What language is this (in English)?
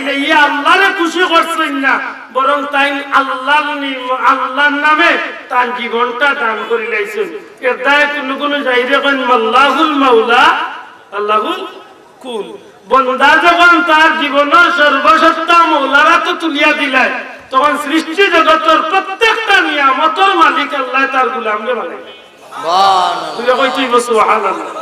Sylheti